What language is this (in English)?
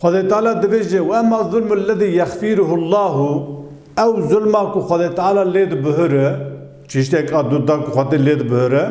Kurdish